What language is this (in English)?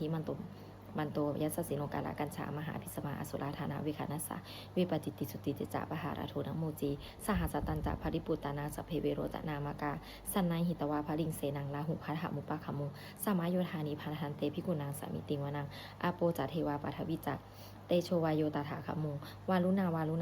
Pali